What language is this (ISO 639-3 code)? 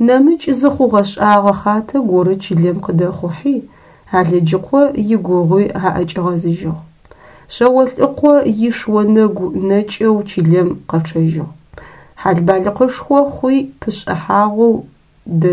ady